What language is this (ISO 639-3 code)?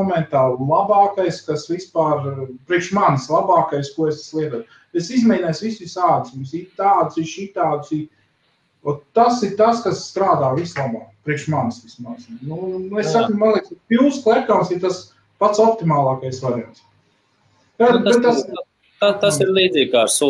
lav